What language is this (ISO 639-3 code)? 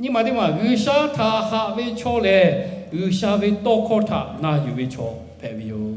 lhu